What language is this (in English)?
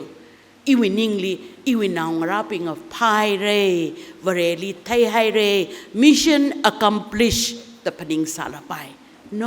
Tangkhul Naga (India)